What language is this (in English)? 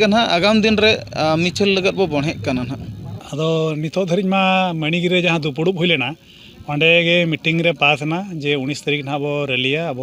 Santali